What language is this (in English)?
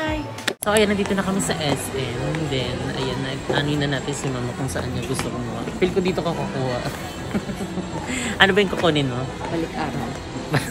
Filipino